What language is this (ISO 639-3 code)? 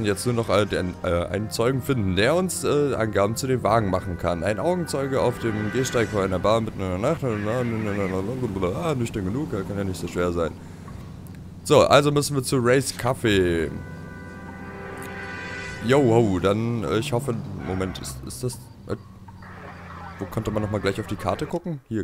deu